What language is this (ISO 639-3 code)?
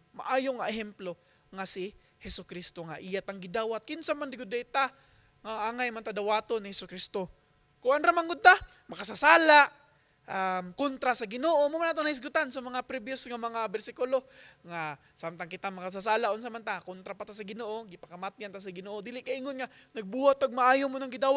ceb